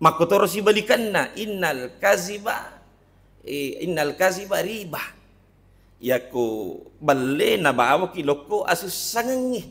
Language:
Buginese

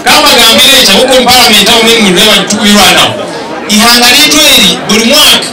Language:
Nyankole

